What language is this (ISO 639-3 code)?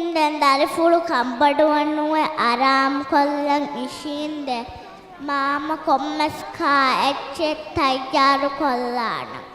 div